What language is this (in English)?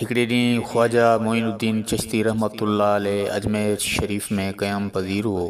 Sindhi